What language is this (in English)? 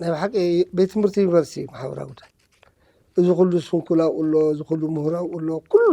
Tigrinya